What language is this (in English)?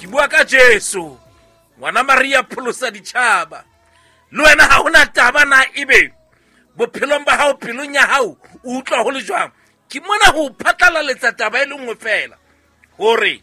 Southern Sotho